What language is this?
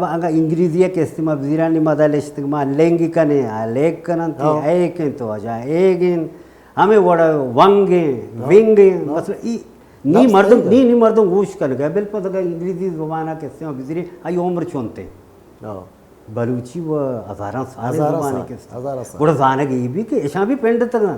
Baluchi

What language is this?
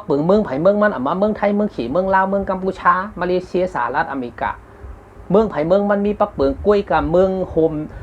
Shan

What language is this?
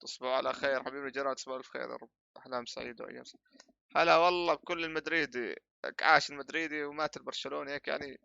North Levantine Arabic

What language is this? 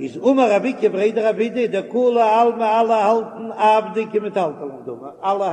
Yiddish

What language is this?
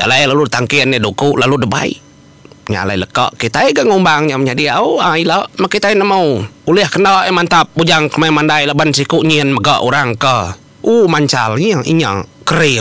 Iban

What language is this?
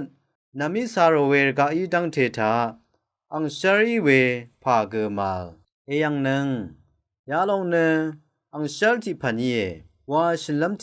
Rawang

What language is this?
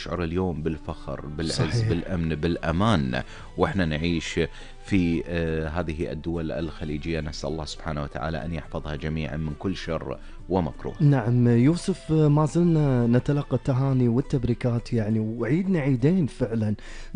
Gulf Arabic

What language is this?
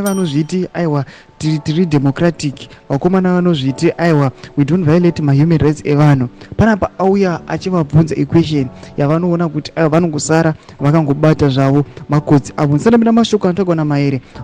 Shona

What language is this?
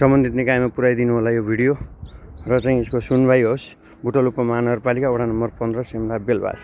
Nepali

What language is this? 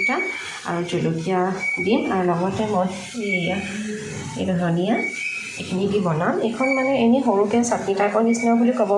Assamese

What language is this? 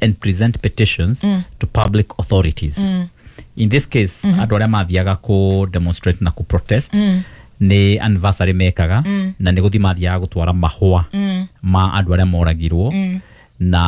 Kikuyu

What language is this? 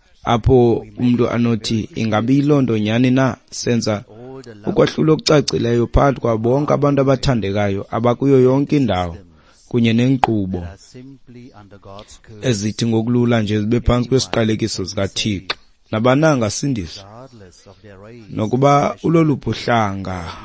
Xhosa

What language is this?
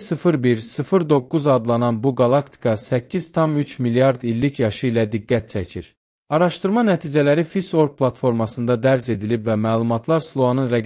Azerbaijani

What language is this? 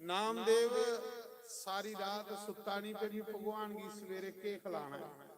Dogri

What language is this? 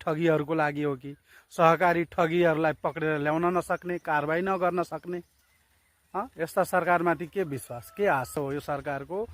Nepali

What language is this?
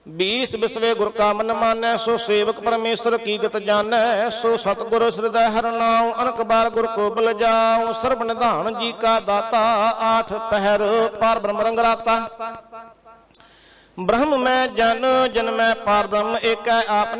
Punjabi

